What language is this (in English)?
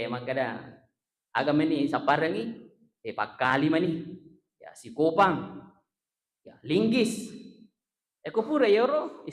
Buginese